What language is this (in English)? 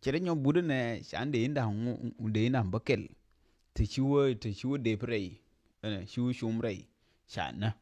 Nuer